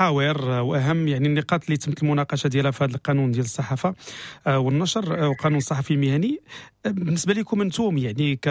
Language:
Moroccan Arabic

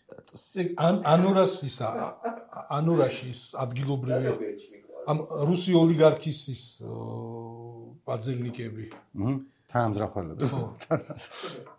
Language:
Georgian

